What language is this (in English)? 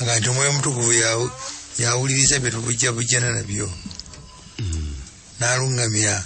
Ganda